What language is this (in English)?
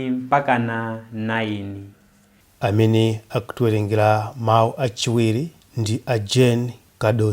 Nyanja